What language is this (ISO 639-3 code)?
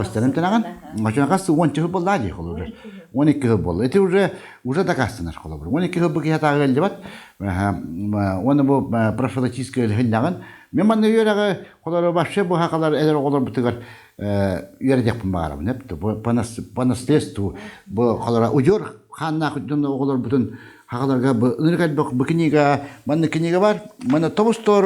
sah